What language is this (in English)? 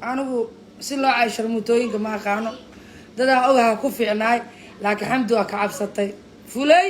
Somali